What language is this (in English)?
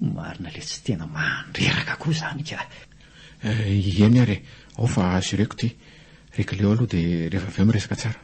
Malagasy